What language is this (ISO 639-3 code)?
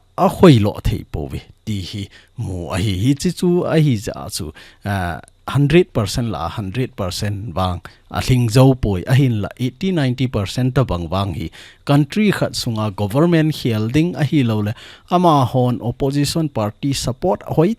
tcz